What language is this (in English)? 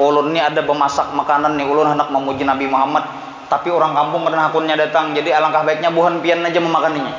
Banjar